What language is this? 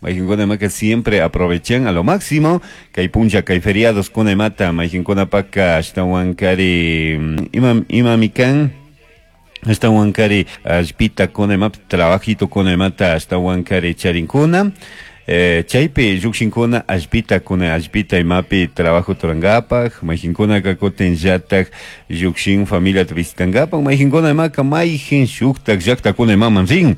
Chimborazo Highland Quichua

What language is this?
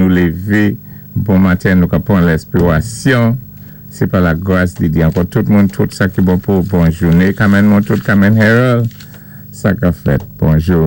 Saint Lucian Creole French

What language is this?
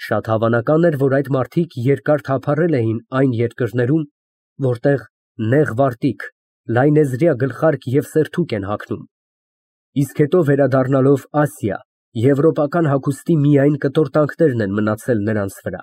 Armenian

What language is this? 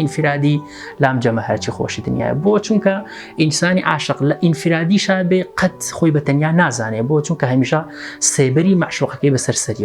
Central Kurdish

